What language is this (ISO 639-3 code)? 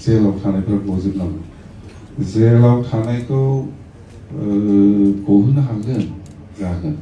brx